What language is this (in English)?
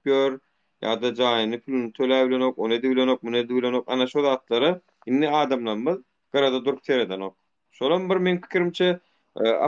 Turkmen